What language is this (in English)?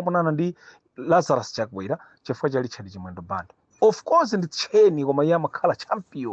Nyanja